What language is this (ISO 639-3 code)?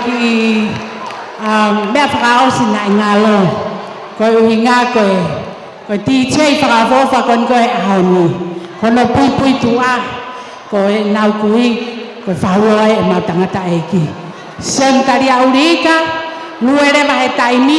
ton